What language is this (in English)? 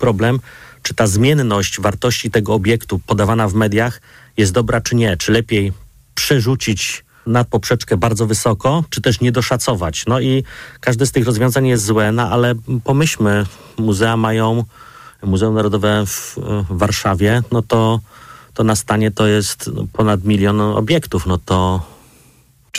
Polish